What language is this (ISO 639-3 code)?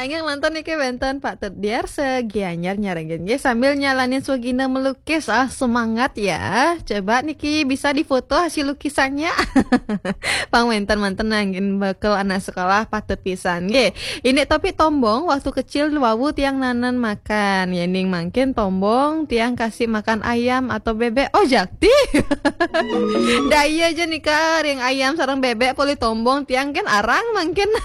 ban